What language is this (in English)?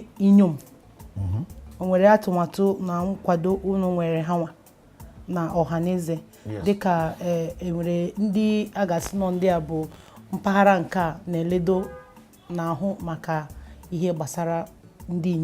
Igbo